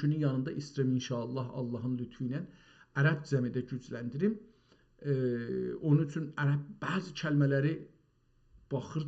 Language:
South Azerbaijani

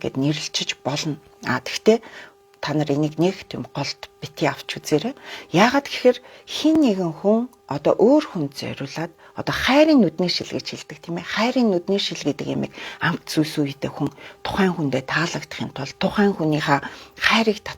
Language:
Mongolian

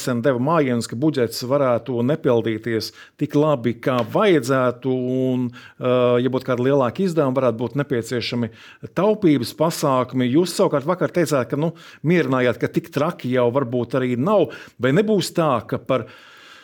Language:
Latvian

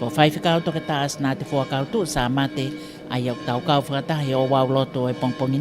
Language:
Tongan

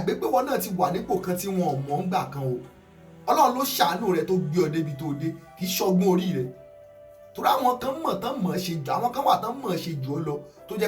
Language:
Yoruba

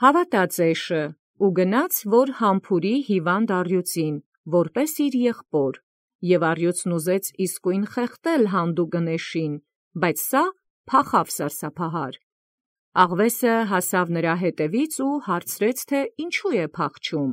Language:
Armenian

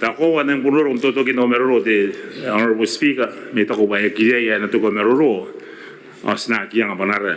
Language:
Gilbertese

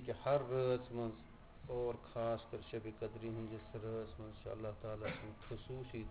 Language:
Kashmiri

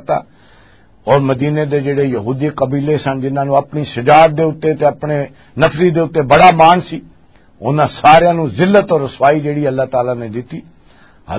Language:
Western Panjabi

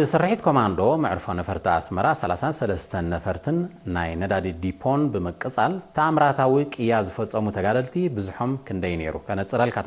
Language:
Tigrinya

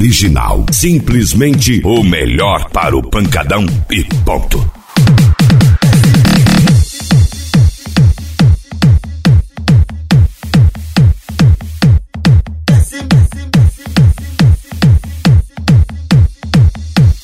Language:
Portuguese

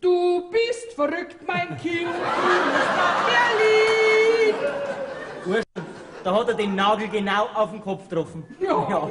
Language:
Bavarian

